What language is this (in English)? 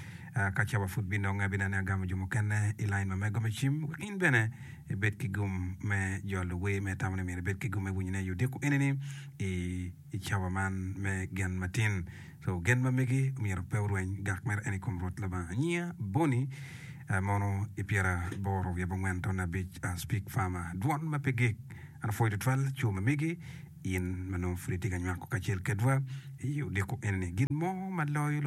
Acoli